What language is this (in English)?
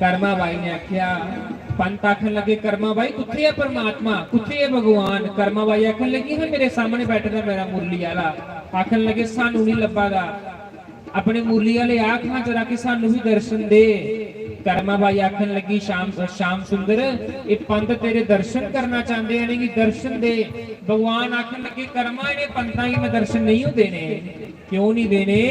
Dogri